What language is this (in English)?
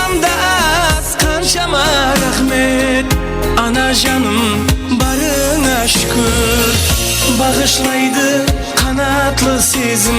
Kara-Kalpak